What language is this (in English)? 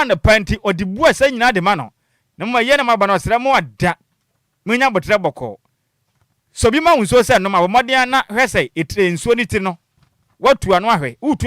Akan